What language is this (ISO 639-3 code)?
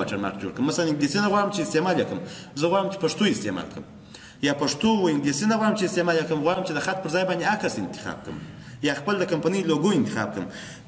pus